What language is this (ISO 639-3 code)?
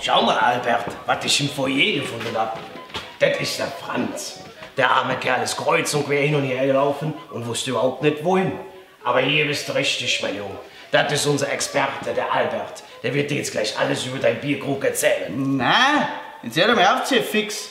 bar